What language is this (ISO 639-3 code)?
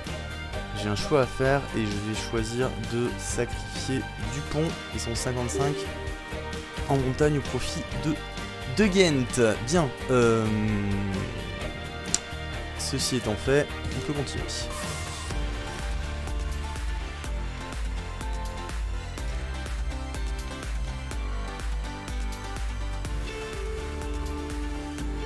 fra